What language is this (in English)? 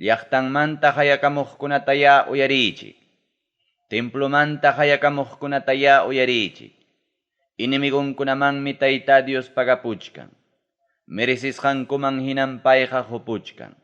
Ayacucho Quechua